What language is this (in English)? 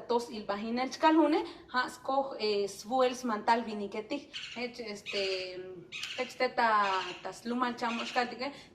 Tzotzil